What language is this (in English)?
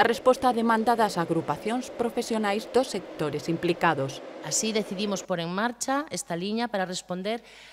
Galician